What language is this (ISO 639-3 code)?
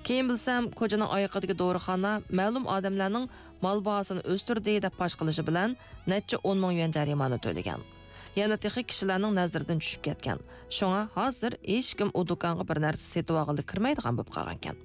uig